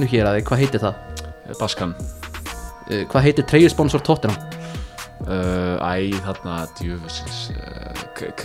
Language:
Icelandic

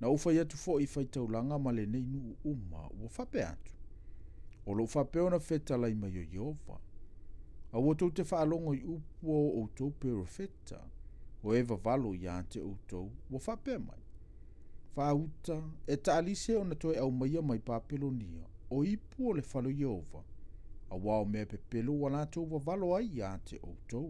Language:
Samoan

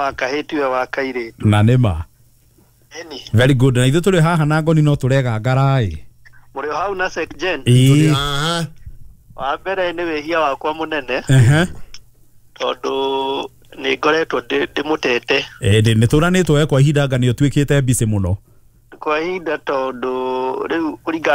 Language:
Kikuyu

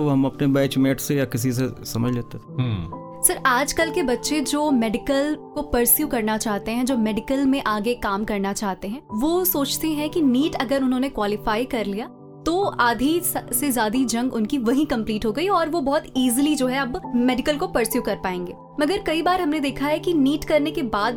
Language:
Hindi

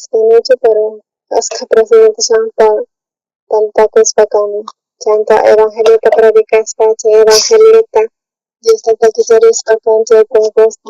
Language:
South Bolivian Quechua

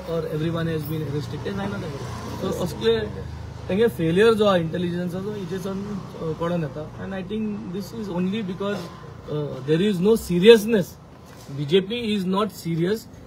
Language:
Konkani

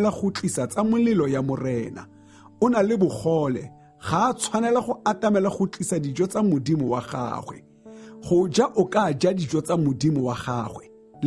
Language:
Tswana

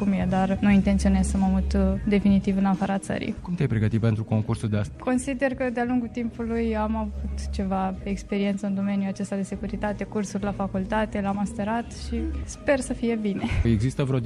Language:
Romanian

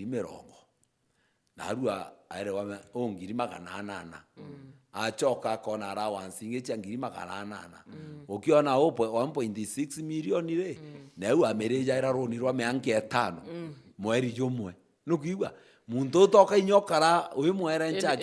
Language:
Meru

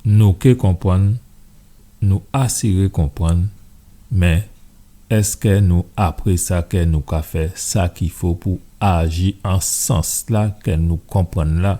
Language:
Guadeloupean Creole French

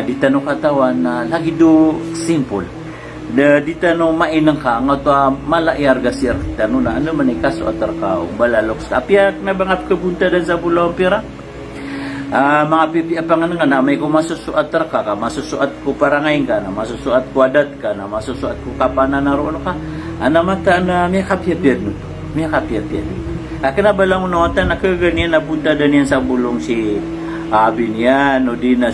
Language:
Maranao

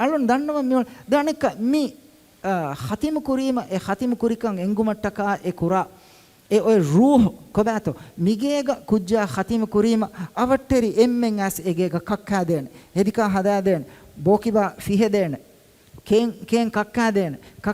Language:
Divehi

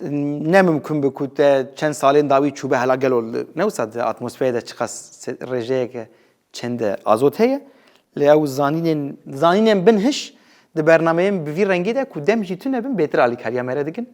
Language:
Kurdish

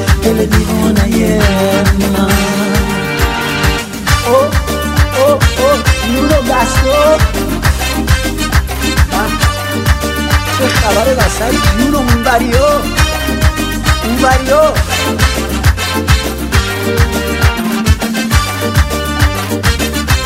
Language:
Persian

